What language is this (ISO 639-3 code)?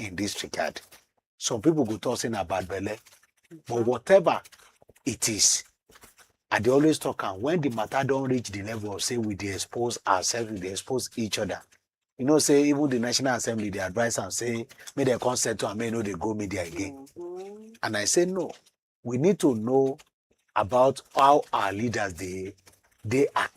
pcm